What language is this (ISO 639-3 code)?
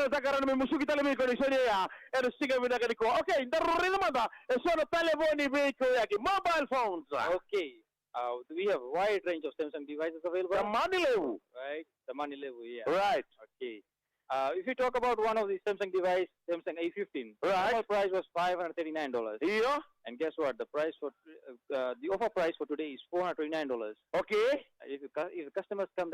fij